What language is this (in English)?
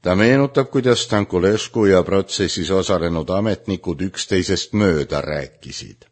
Estonian